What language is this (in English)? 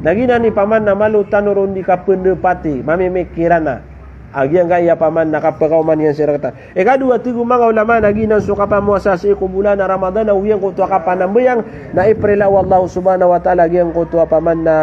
Maranao